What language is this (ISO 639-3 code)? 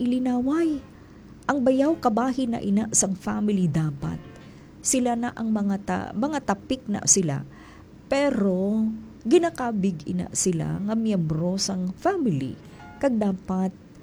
hil